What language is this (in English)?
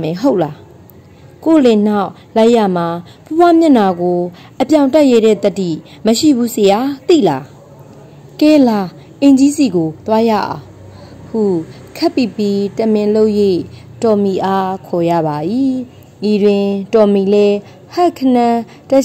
Burmese